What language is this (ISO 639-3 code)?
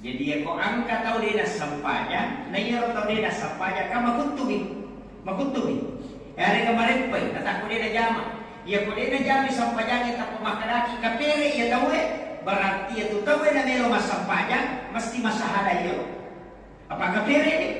bug